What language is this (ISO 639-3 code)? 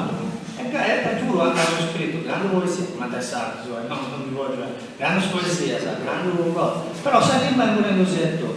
srd